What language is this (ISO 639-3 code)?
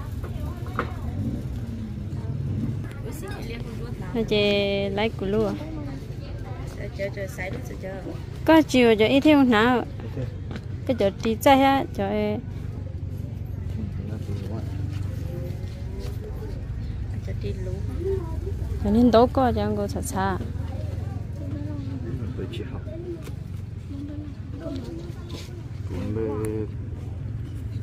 vie